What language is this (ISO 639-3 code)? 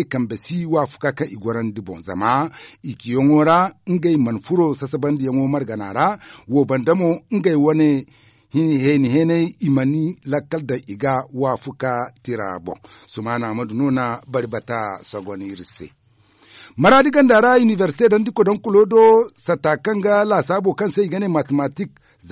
dje